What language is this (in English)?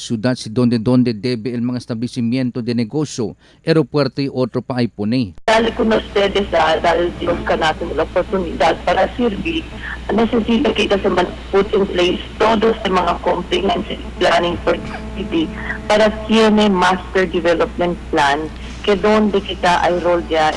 Chavacano